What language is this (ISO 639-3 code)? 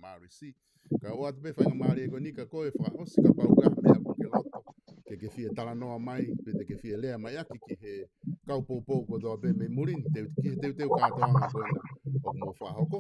ton